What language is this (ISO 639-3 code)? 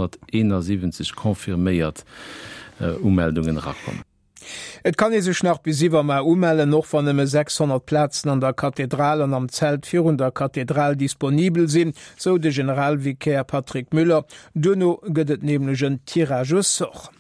ltz